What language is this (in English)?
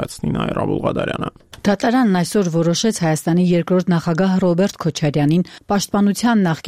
Armenian